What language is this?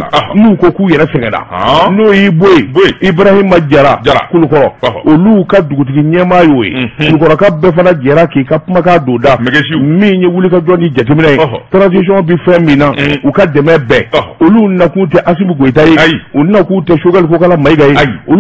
Bambara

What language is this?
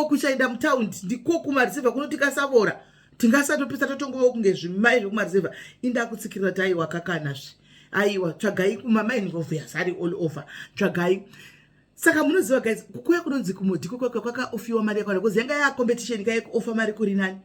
Shona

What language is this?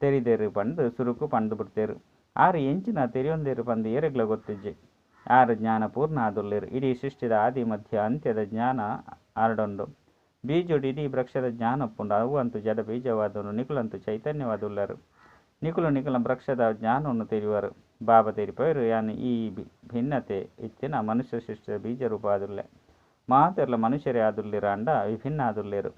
Tulu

